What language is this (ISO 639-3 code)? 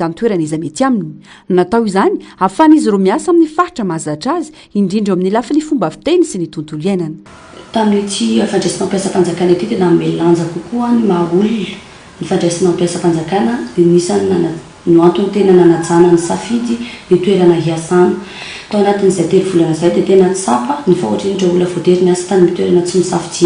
mlg